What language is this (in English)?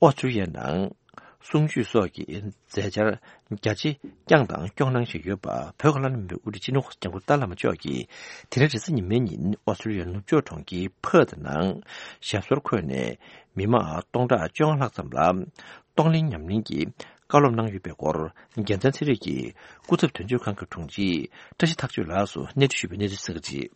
Tibetan